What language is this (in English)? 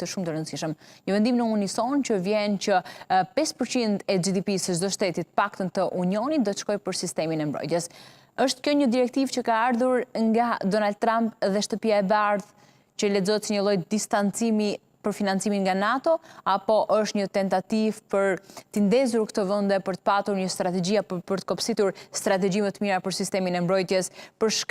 Albanian